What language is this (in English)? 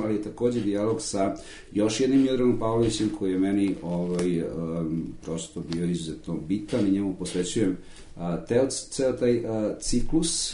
Serbian